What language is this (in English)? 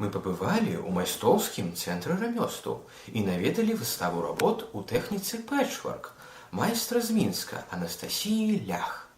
Belarusian